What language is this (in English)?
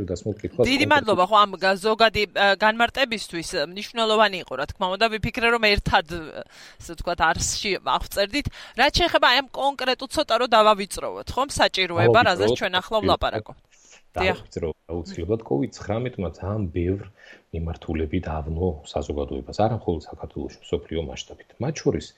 Georgian